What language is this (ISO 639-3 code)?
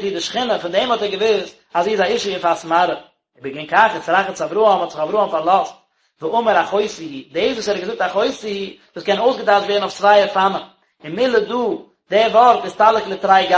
yid